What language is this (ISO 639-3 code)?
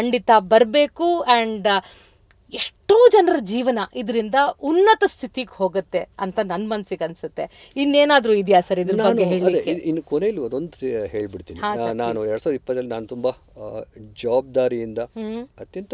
kan